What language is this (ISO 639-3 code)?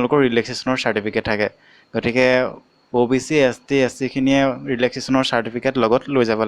asm